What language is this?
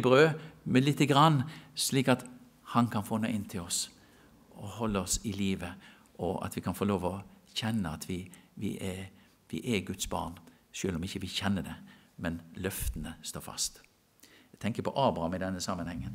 Norwegian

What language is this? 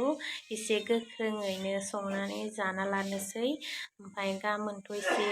Bodo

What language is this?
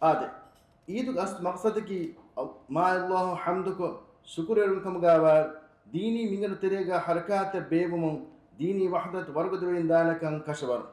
Divehi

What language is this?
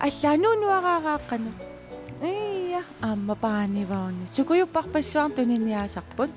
Kalaallisut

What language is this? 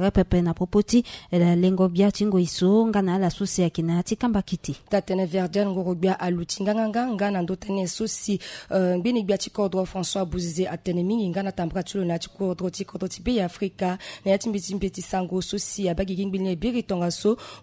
Sango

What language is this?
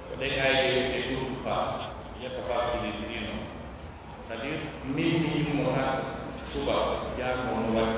Pular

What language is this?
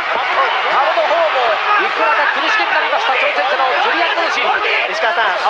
Japanese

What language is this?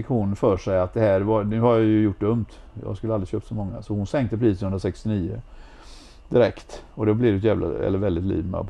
Swedish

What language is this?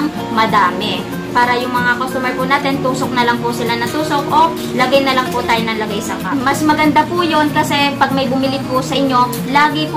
Filipino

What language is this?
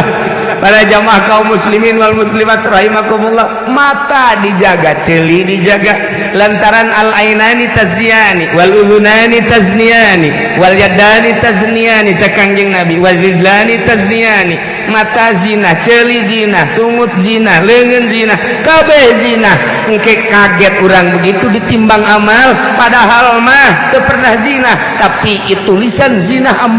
Sundanese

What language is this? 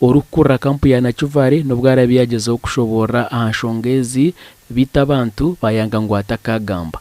Nyankole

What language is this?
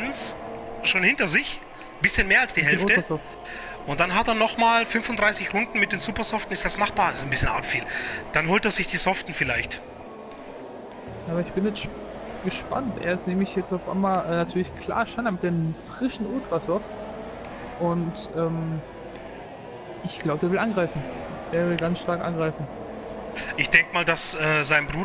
German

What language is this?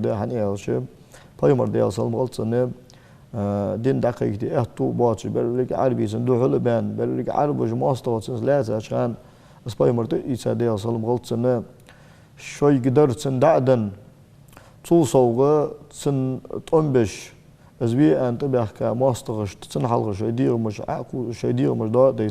Ingush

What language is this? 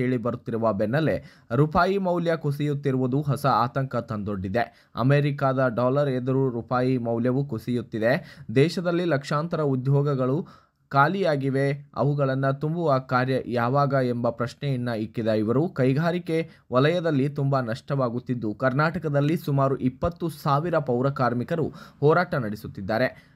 Kannada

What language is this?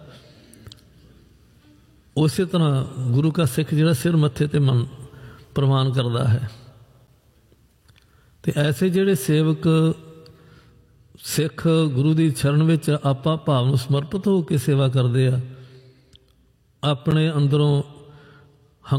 Punjabi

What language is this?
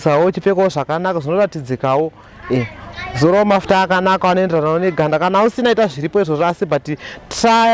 Shona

